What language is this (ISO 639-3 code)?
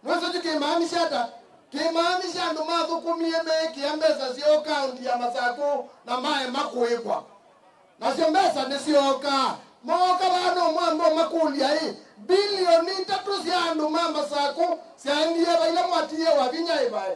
kam